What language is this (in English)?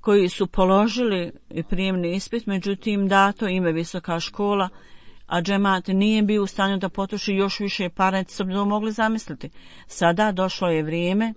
Bosnian